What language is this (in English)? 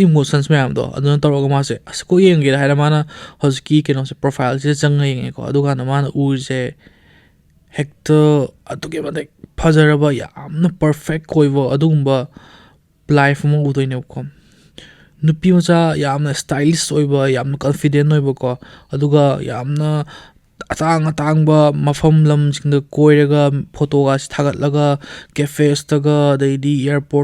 Manipuri